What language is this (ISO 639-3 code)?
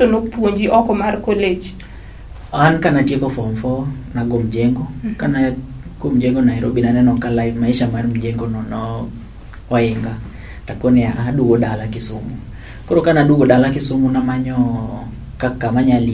luo